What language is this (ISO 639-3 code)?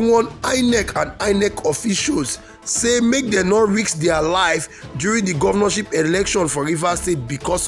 pcm